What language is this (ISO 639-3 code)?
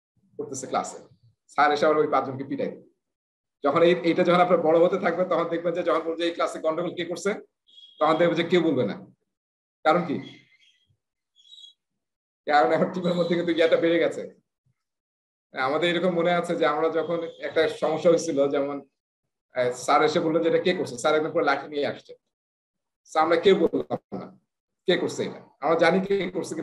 ben